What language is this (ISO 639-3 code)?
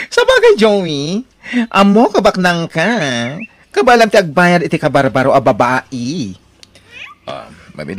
ilo